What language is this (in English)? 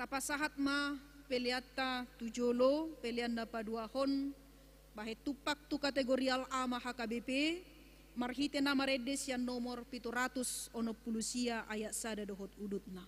Batak Toba